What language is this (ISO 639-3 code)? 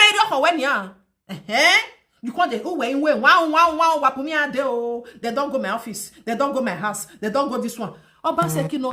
pcm